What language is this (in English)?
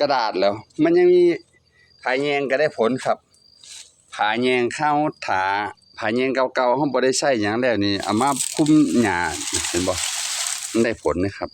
Northeastern Thai